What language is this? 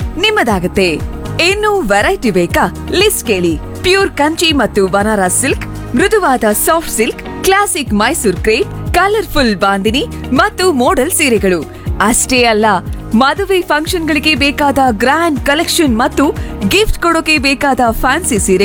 Kannada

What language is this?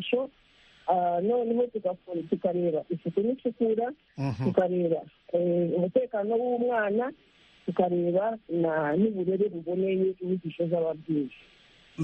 Kinyarwanda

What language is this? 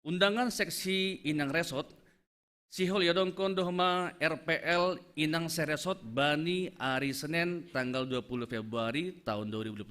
Batak Simalungun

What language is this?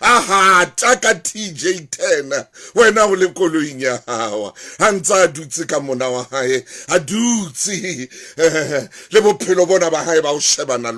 Southern Sotho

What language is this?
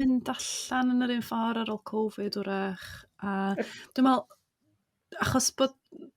Welsh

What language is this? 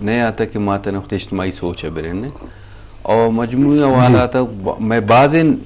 Eastern Balochi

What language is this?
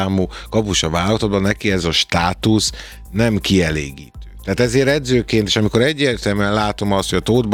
Hungarian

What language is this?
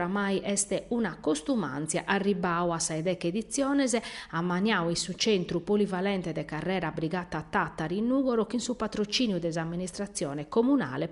Sardinian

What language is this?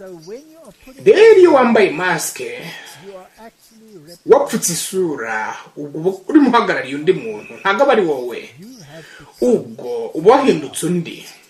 Kinyarwanda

